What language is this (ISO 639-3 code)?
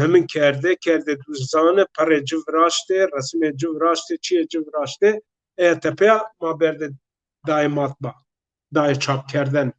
zza